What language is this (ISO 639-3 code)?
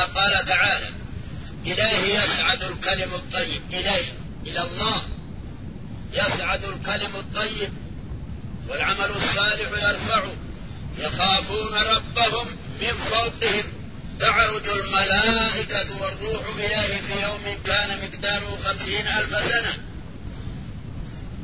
ara